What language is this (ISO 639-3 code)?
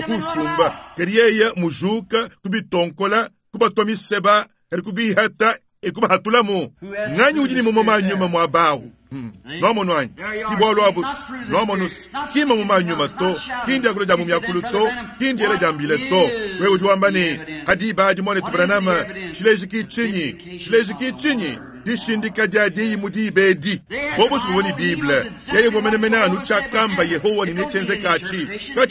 lua